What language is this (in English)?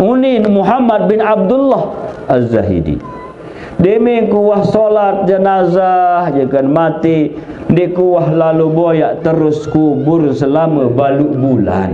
Sasak